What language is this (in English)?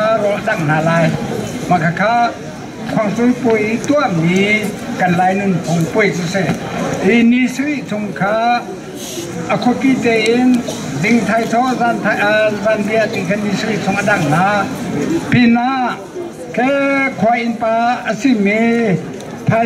Hakha Chin